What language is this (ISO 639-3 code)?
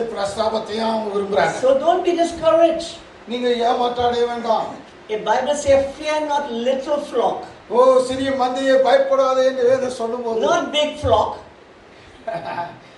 tam